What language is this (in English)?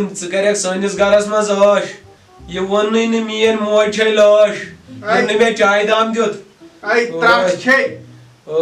Kashmiri